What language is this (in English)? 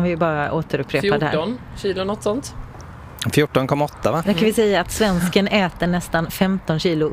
Swedish